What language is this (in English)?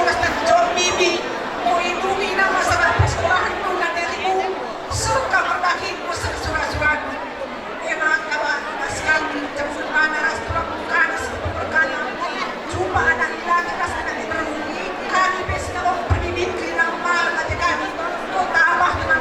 Batak Karo